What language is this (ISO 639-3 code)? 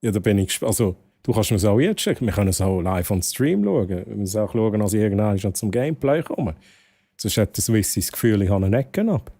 gsw